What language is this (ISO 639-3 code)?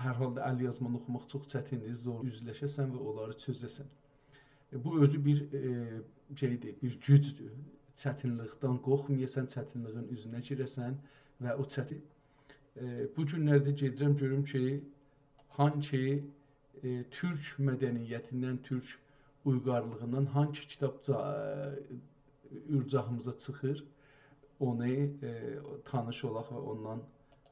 azb